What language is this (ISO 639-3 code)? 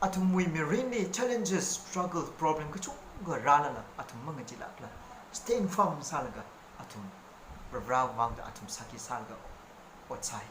nmf